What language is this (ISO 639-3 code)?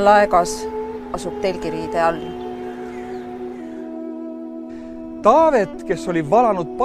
est